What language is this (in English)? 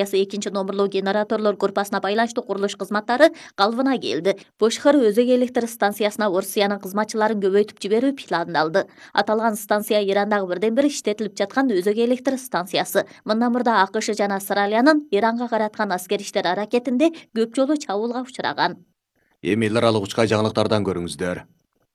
Kyrgyz